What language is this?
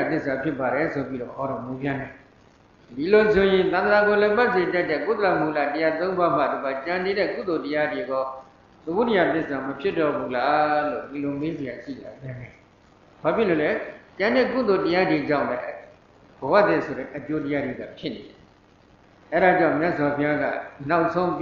Burmese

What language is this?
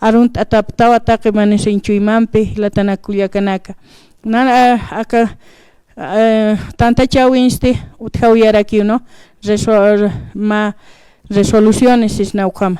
Aymara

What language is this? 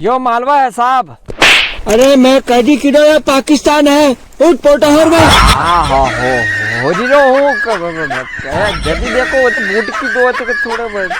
Rajasthani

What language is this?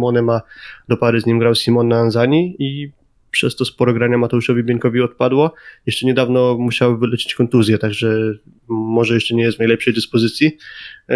Polish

